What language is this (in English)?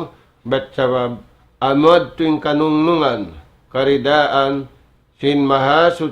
Tausug